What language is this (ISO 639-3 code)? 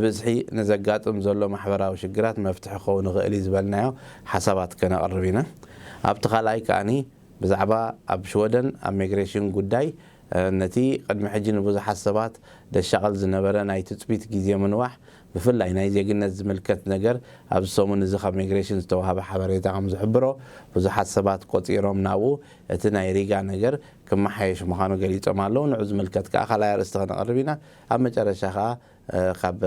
tir